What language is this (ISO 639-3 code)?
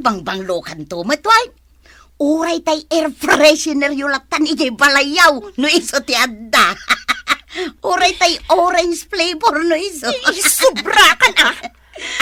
ilo